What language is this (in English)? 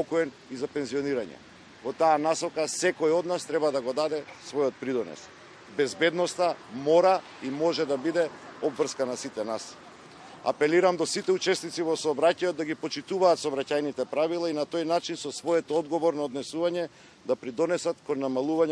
Macedonian